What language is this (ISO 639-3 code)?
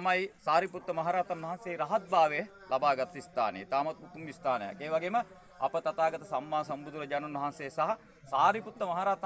sin